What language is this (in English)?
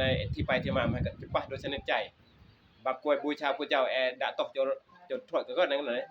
Northeastern Thai